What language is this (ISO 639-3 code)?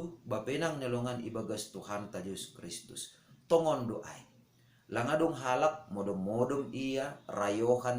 bts